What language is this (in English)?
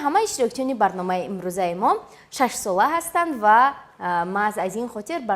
Tajik